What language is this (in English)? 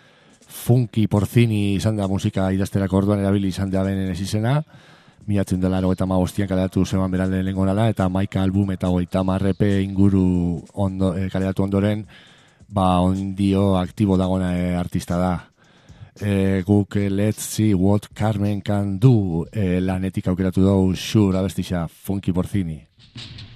Basque